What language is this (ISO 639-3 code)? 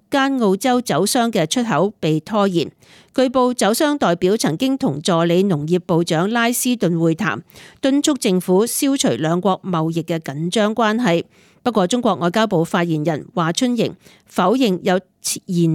yue